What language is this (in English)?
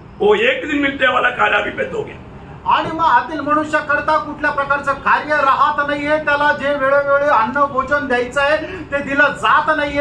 Marathi